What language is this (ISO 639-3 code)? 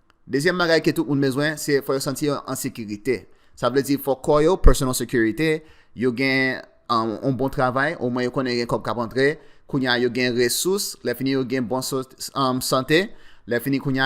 hat